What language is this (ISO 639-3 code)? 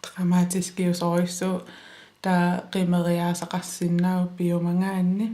kal